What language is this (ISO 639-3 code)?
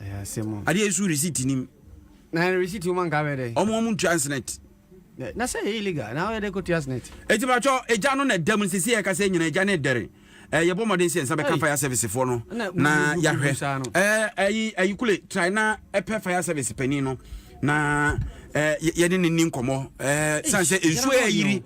aka